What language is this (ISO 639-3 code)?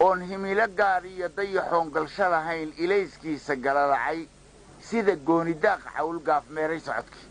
som